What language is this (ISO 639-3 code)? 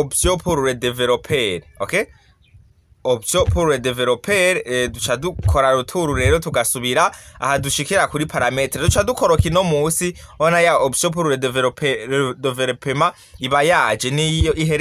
run